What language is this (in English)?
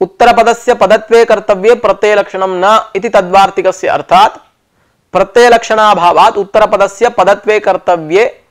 Sanskrit